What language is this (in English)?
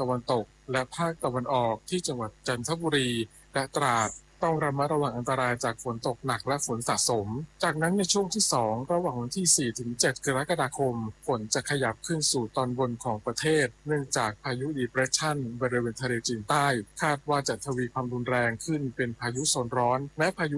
Thai